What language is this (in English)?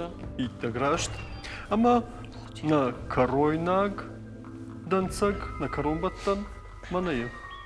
Ossetic